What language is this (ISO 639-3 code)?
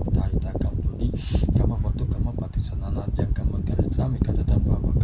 pli